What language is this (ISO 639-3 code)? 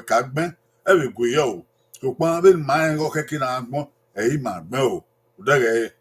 bin